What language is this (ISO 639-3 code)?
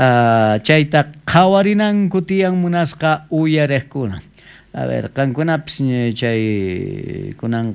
quh